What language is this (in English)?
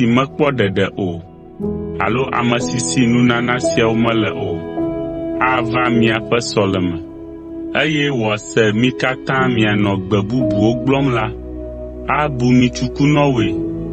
Ewe